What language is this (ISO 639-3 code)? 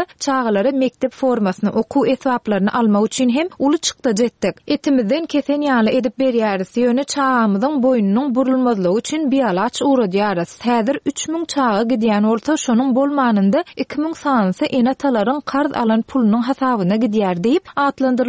tuk